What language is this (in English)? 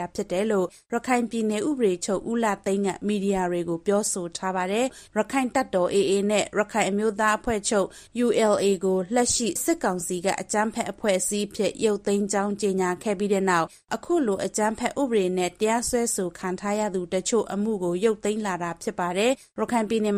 Burmese